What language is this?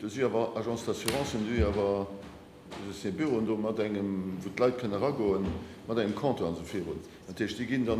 Luxembourgish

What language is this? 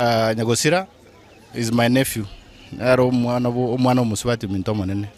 Gusii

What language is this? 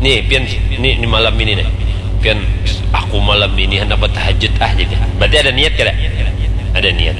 Banjar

